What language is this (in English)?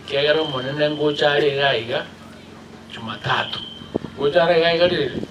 Gusii